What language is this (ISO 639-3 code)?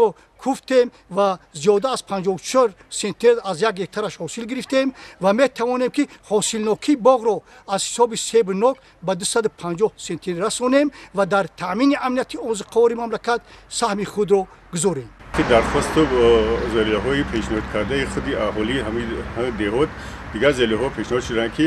tgk